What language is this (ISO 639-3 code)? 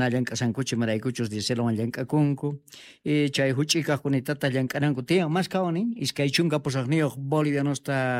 quh